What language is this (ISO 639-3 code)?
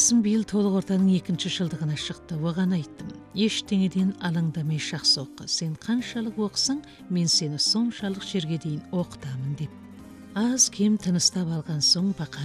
kaz